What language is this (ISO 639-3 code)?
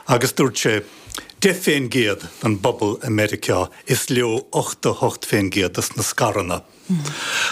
gle